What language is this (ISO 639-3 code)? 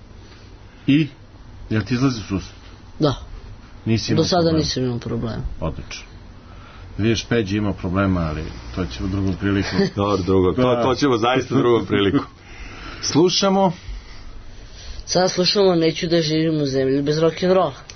srp